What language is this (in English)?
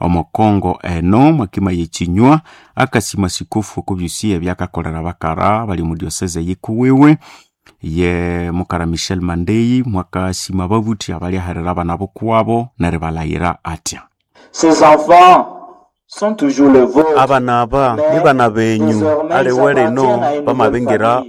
Nande